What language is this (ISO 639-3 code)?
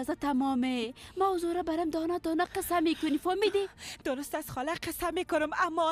fas